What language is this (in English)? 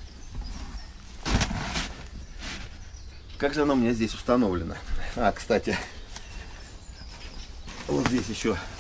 Russian